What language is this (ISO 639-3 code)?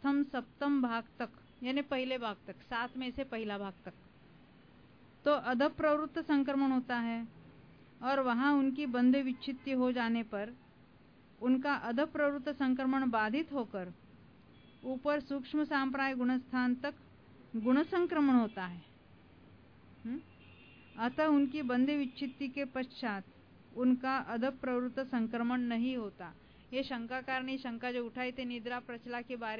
hin